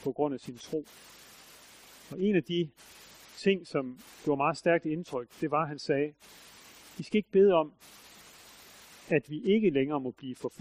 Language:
Danish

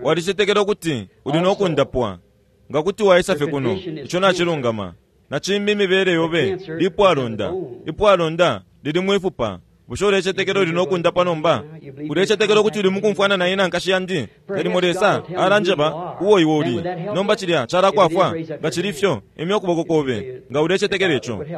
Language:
Bemba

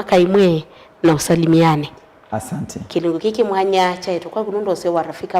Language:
Kamba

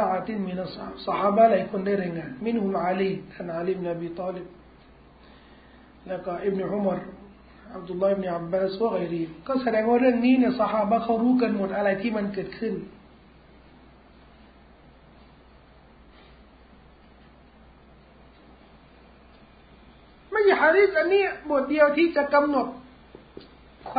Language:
Thai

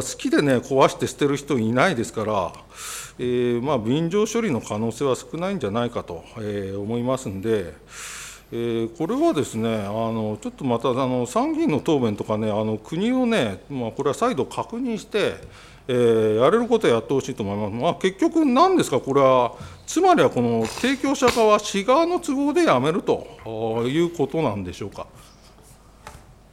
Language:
Japanese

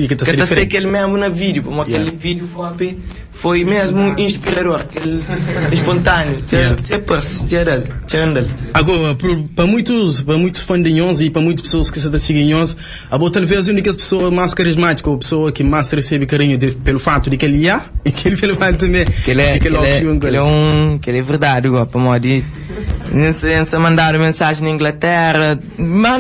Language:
Kabuverdianu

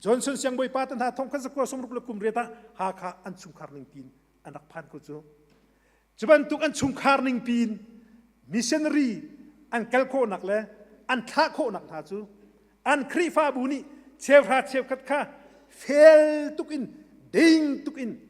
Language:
Hakha Chin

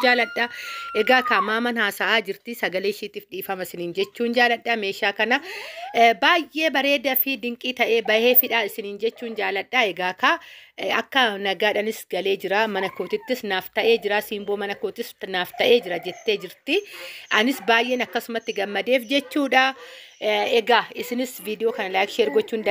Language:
Oromo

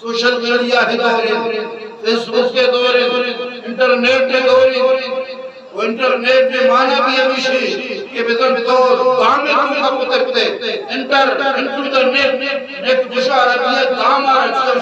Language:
Eastern Balochi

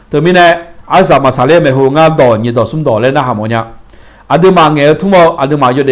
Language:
Akha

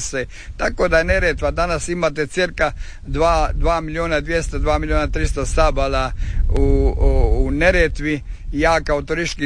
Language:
Croatian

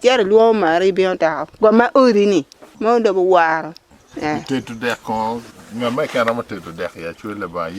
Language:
Acoli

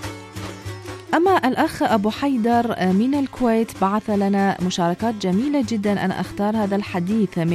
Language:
Arabic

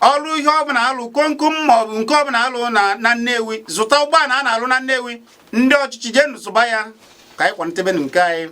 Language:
Igbo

